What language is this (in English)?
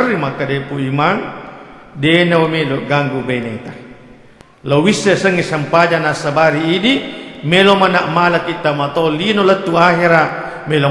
Buginese